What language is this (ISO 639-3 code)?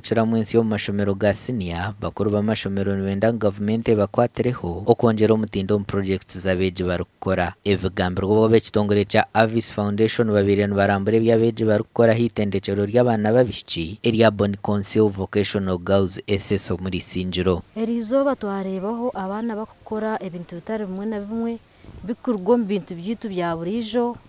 nyn